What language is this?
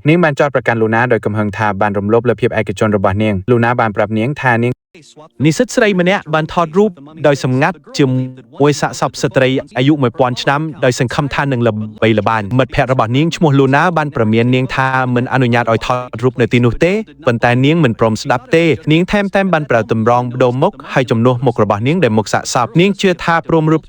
Khmer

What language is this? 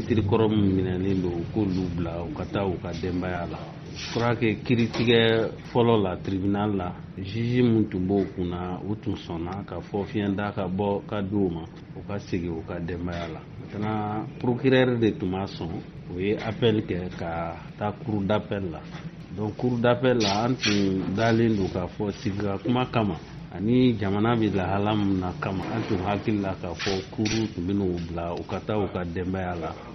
Bambara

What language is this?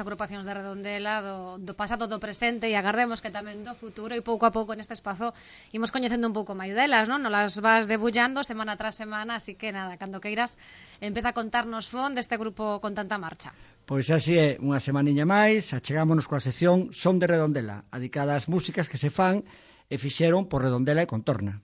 Galician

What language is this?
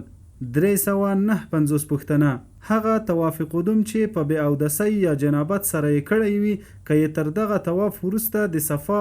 Pashto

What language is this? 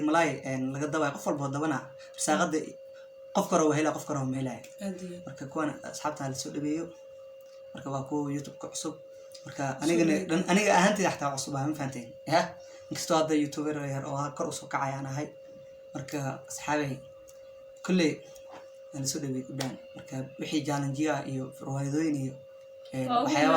Somali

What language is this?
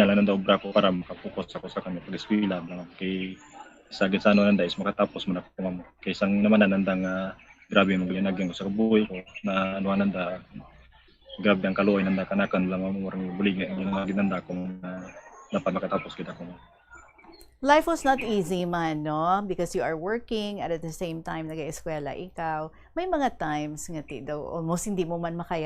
Hiligaynon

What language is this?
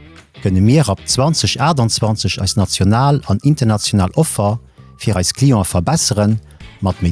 Luxembourgish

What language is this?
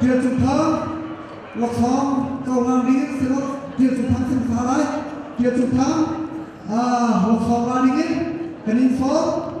Hakha Chin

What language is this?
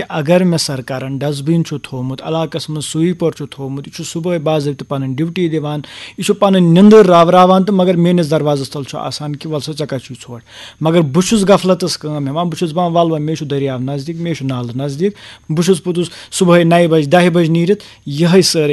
Kashmiri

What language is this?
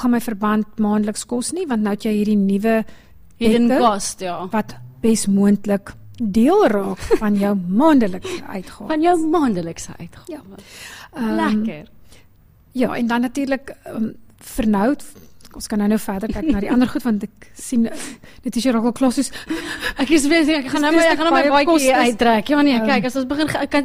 Afrikaans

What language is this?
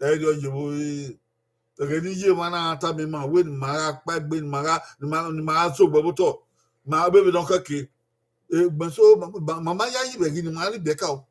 Bini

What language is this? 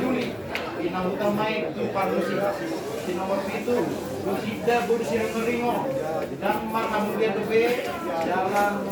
Batak Toba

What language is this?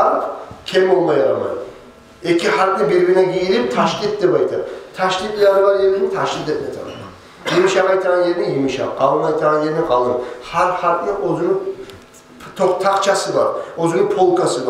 Kumyk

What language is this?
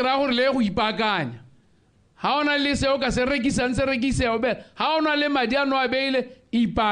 Tswana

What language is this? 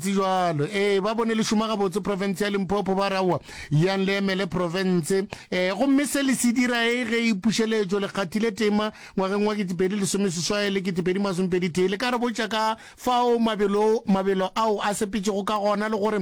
Northern Sotho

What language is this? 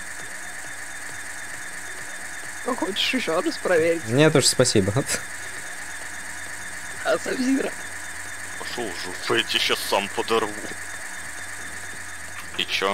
Russian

